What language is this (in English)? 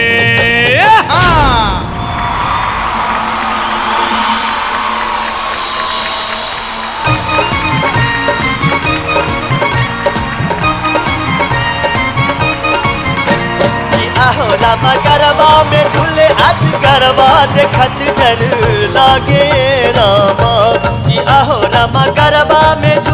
Bhojpuri